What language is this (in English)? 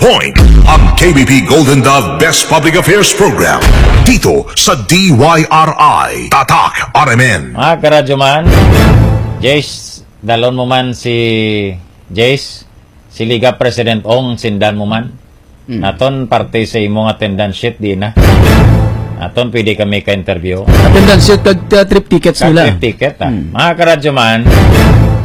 Hiligaynon